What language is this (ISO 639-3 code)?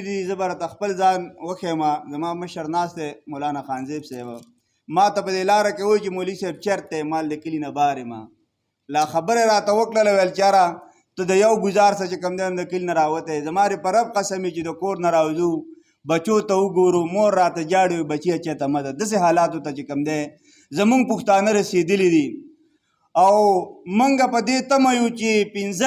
pus